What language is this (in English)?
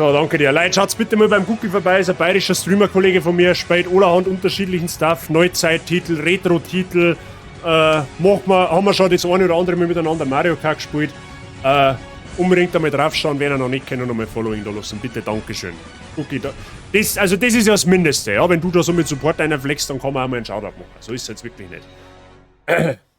Bavarian